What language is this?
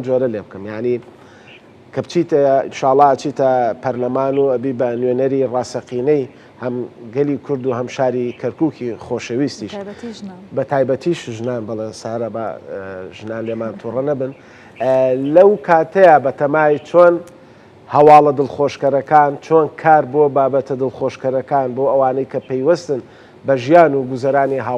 Central Kurdish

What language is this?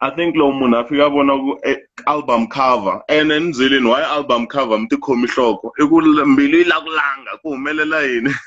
Tsonga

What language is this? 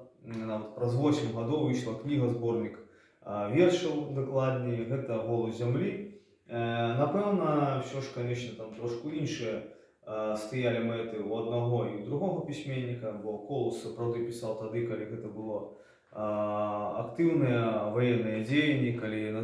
Belarusian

